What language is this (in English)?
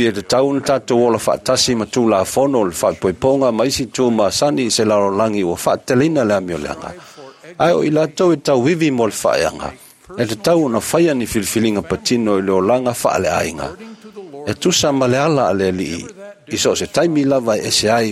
Samoan